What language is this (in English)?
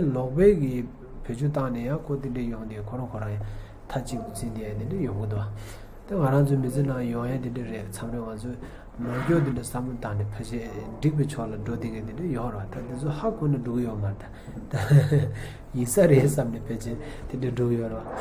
Tibetan